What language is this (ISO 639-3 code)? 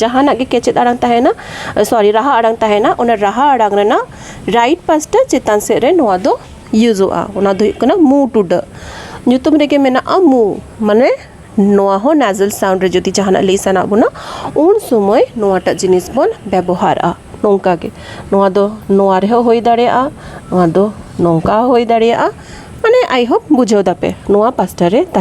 sat